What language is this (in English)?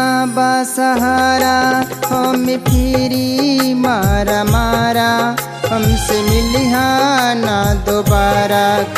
Bhojpuri